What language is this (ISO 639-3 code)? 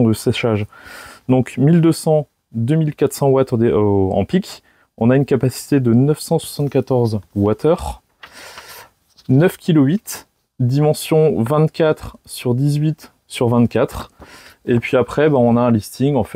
fra